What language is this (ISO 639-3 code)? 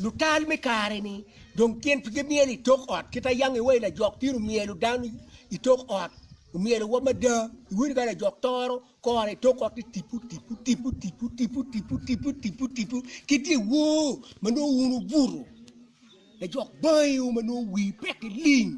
ach